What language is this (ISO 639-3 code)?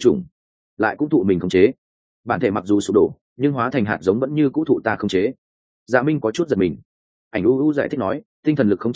vie